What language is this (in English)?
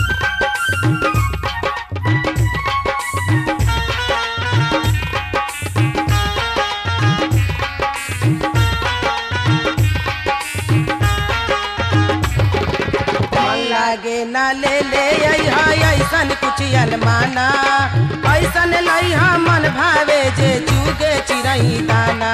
Bhojpuri